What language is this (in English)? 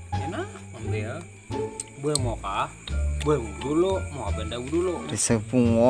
Banjar